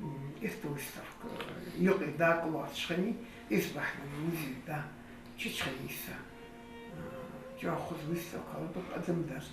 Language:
Ingush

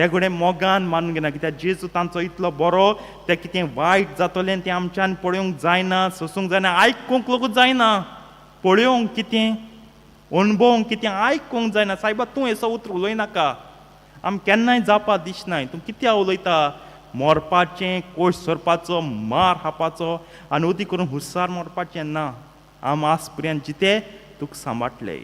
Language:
Konkani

